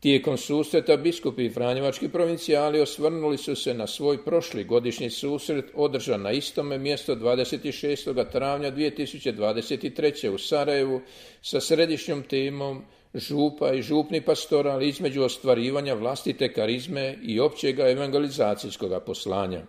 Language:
Croatian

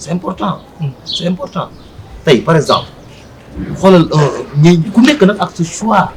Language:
Wolof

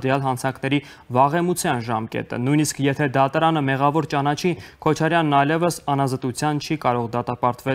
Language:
Armenian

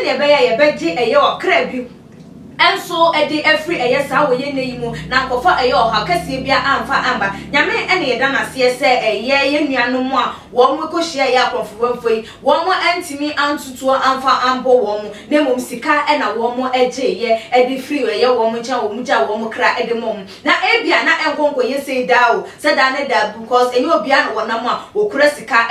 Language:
Akan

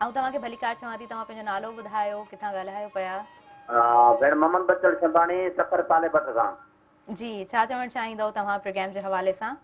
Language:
Sindhi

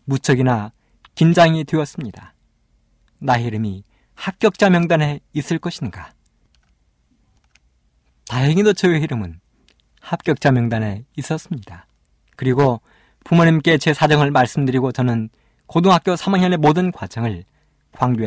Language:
Korean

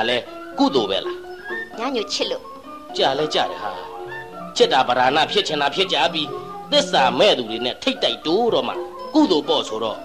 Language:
Burmese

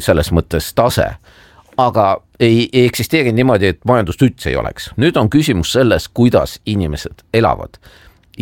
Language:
Estonian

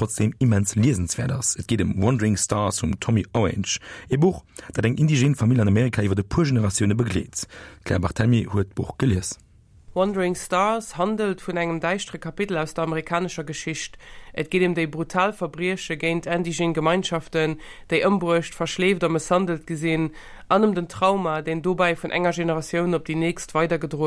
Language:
Luxembourgish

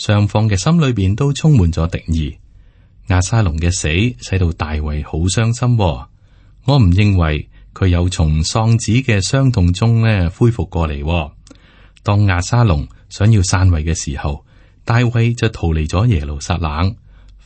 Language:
Cantonese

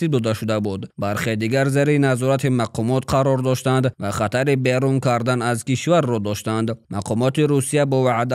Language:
Tajik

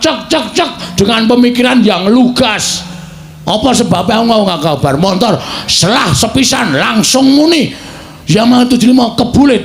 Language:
Javanese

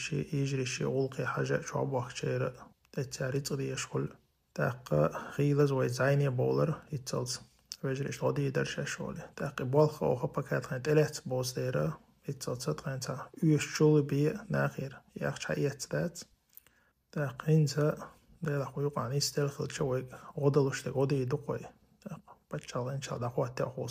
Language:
Chechen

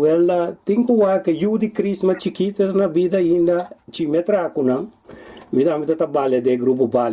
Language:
Papiamento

